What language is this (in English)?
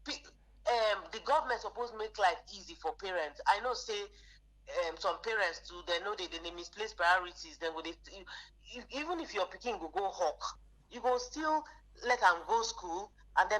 Nigerian Pidgin